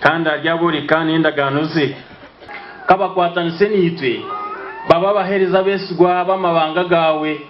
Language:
Nyankole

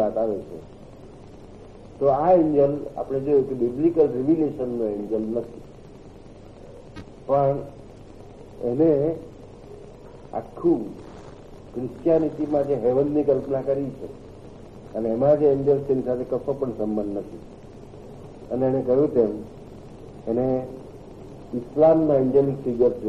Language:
Gujarati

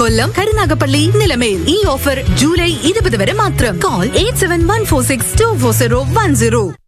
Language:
Malayalam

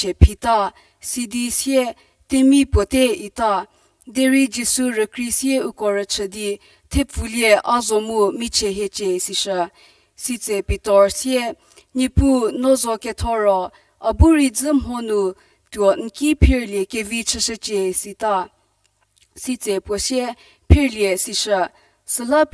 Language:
Angami Naga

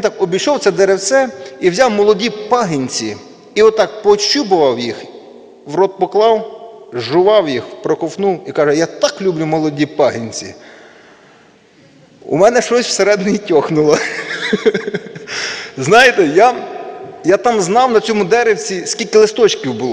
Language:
Ukrainian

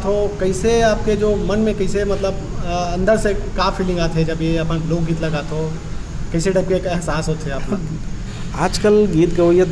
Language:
Chhattisgarhi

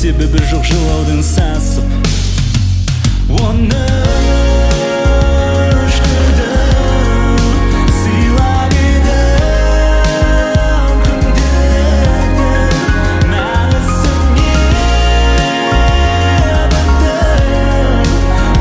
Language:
Kazakh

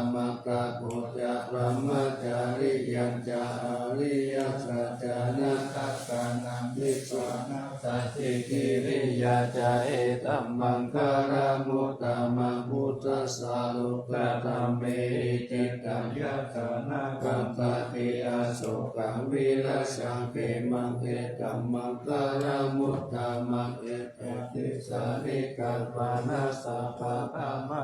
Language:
Pali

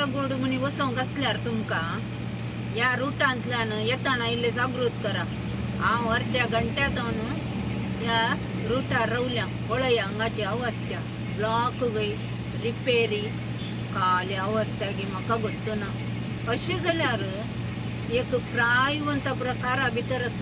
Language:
Konkani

